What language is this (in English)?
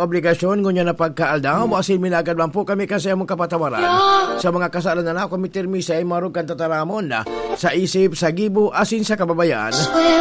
Bikol